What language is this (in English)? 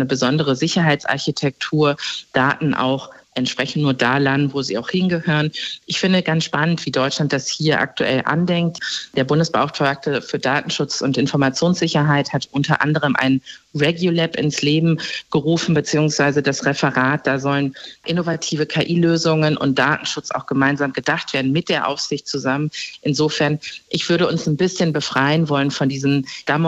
German